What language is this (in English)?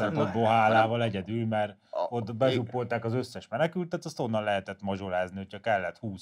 Hungarian